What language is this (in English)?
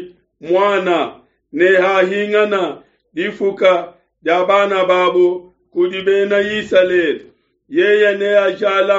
Luba-Lulua